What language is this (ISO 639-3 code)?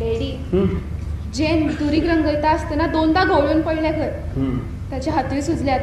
kok